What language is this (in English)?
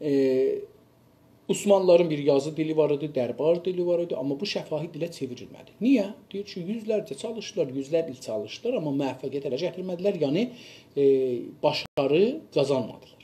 South Azerbaijani